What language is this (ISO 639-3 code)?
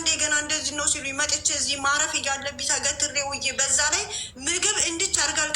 amh